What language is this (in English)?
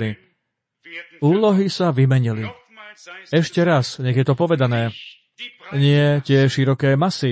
Slovak